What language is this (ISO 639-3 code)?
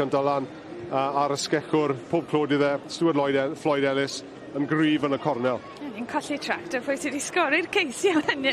cym